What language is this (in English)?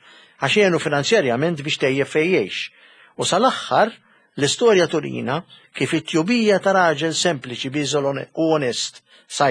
Maltese